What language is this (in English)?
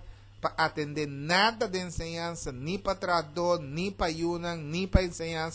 Papiamento